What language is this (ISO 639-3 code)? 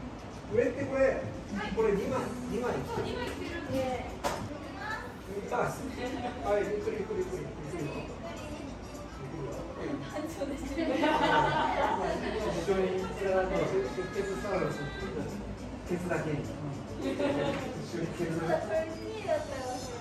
jpn